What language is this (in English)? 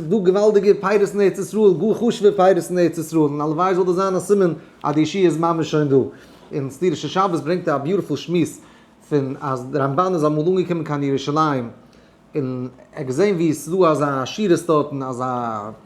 Yiddish